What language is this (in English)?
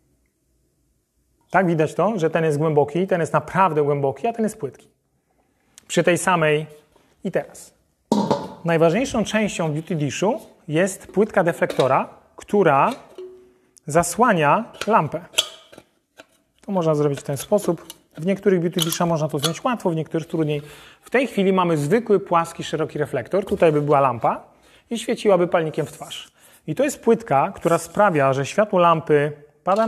Polish